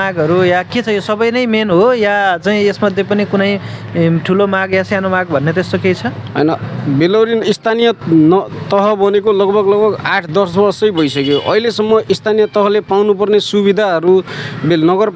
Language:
Nepali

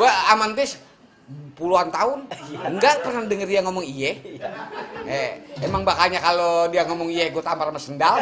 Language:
Betawi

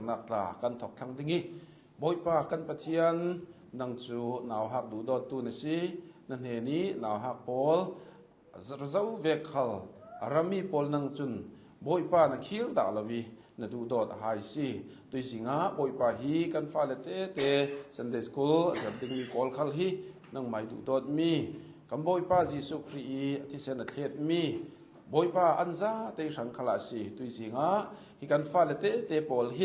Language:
Hakha Chin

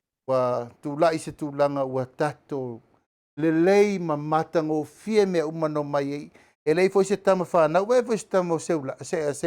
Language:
Samoan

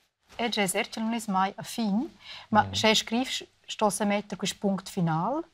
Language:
Romansh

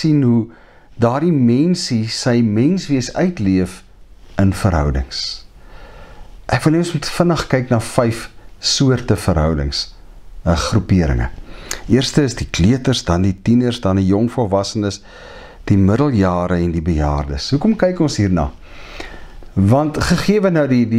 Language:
Afrikaans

